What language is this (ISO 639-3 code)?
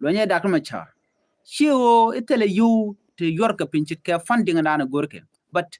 nus